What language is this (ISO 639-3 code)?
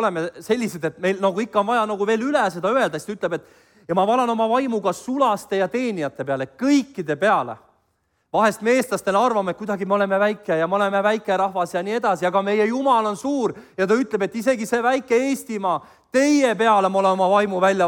est